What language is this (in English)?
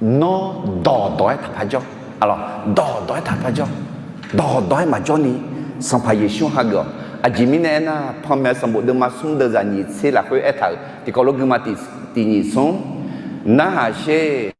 Akha